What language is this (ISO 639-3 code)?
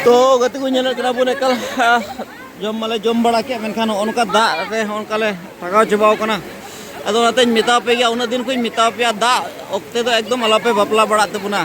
sat